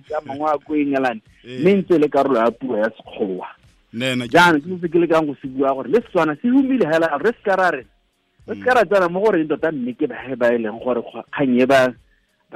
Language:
Tswana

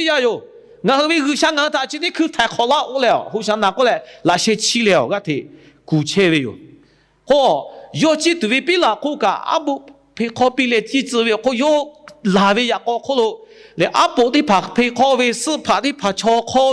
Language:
Lahu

